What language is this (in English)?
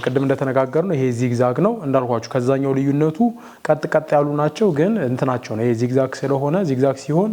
Amharic